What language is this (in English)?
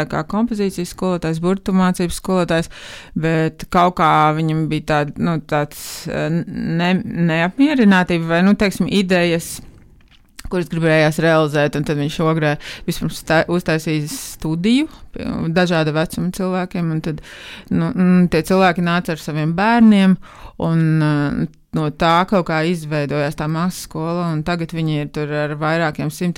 Latvian